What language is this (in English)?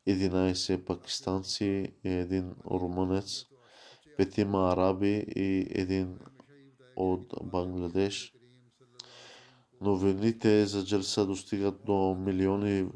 Bulgarian